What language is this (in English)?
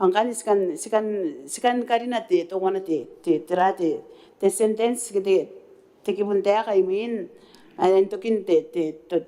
Gilbertese